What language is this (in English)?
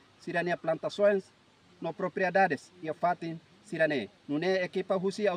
Tetum